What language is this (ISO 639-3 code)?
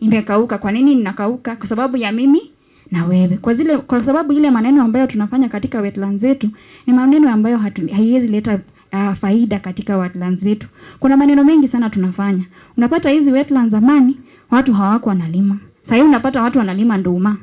mer